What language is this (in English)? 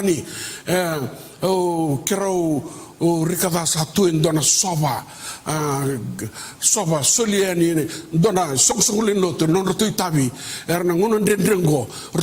Fijian